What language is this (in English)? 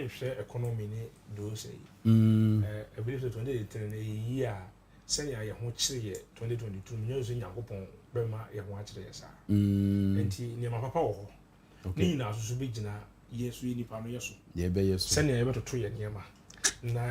Akan